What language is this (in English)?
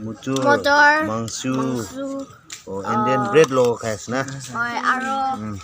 Naga Pidgin